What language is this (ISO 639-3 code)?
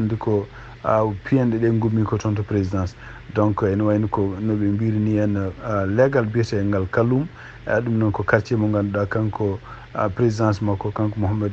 ful